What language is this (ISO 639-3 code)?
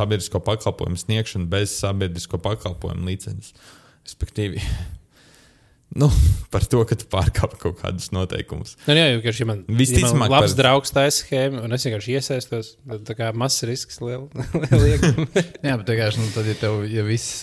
lav